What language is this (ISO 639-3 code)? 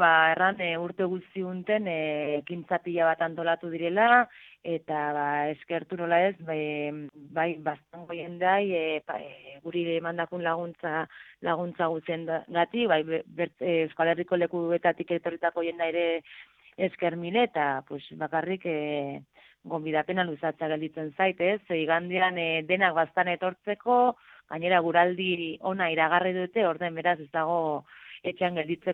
eus